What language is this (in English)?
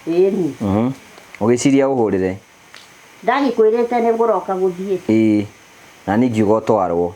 Kikuyu